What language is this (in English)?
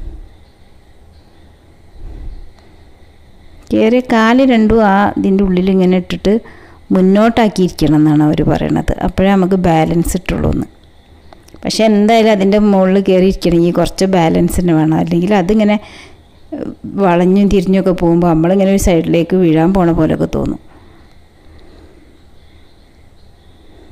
Malayalam